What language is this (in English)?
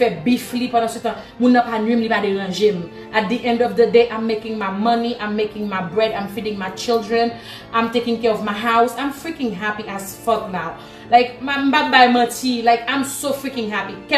Haitian Creole